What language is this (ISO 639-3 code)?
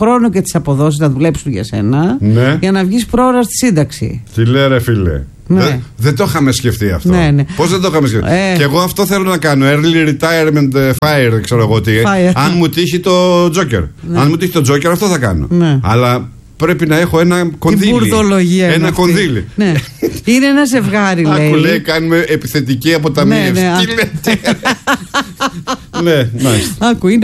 ell